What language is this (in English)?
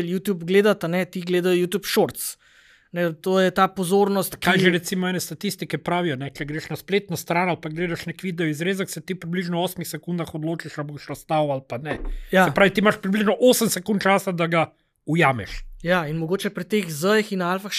Slovenian